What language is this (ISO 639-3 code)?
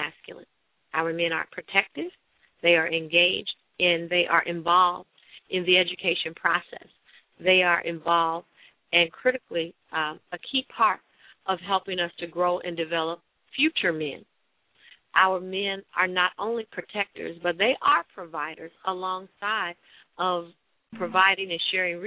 eng